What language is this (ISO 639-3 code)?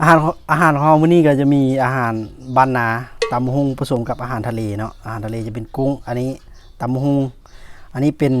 tts